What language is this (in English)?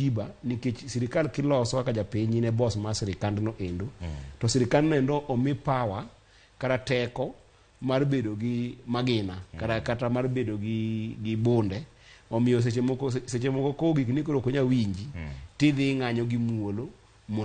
Luo (Kenya and Tanzania)